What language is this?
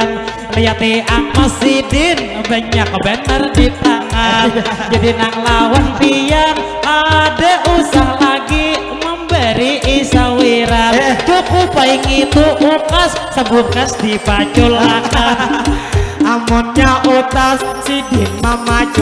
Banjar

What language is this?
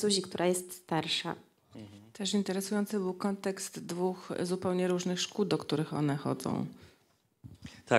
Polish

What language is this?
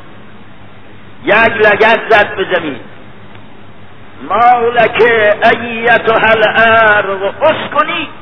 Persian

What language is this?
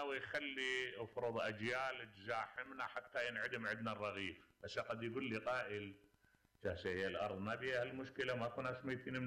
Mesopotamian Arabic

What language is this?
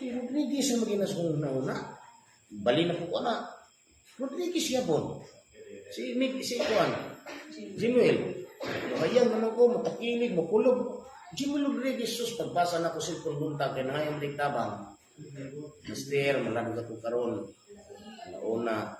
Cebuano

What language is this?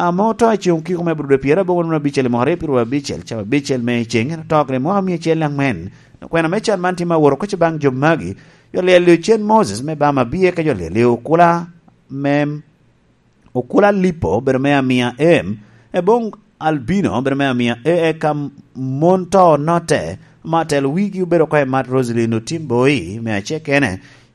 Lango (Uganda)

